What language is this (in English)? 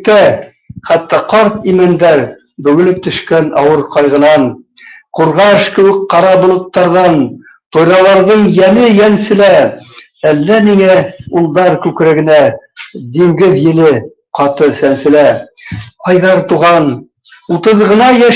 Bashkir